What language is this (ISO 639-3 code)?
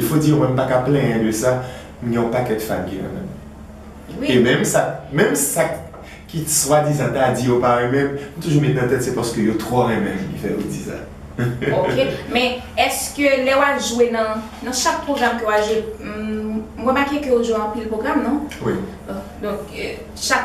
hat